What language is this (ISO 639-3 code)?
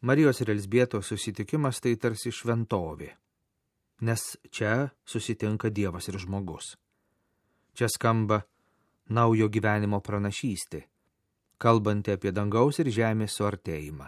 lit